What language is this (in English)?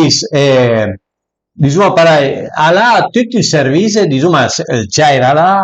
Piedmontese